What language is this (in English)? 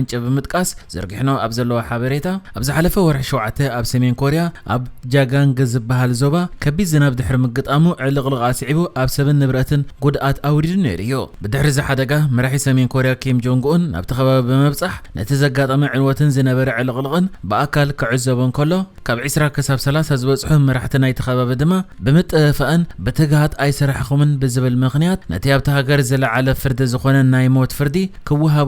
Tigrinya